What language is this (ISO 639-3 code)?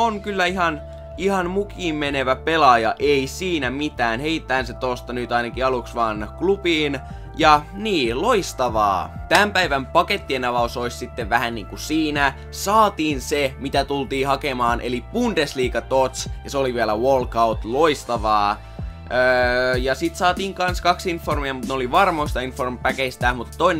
fin